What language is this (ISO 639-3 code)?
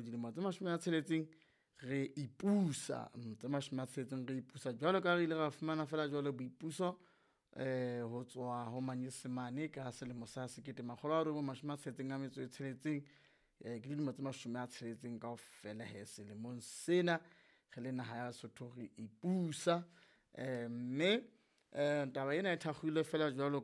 sot